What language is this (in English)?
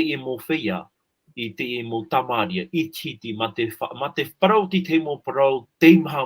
Tahitian